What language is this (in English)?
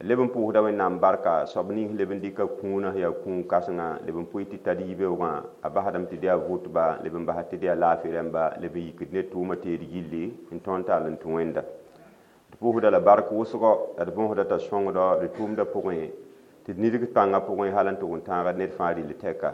Mossi